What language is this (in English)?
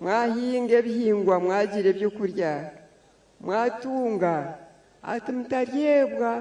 Nyankole